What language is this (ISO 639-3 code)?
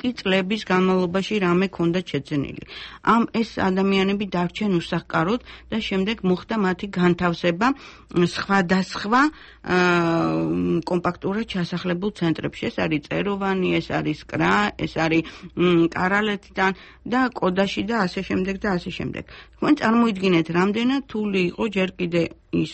kat